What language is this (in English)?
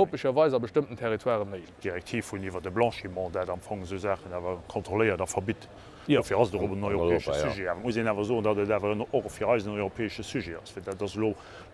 Luxembourgish